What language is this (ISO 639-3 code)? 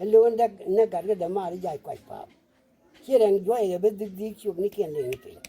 nus